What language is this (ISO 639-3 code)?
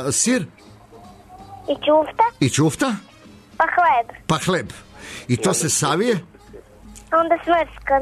srp